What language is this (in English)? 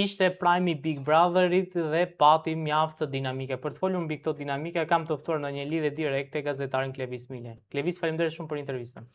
Albanian